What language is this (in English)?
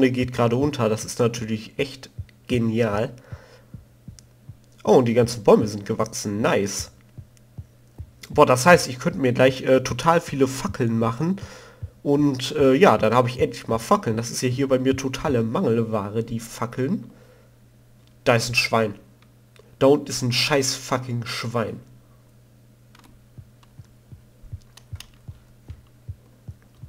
German